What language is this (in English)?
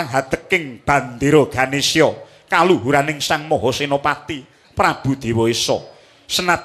Javanese